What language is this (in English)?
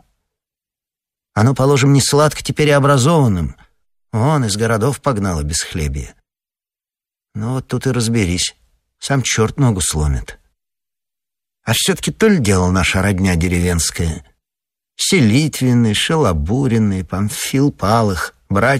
Russian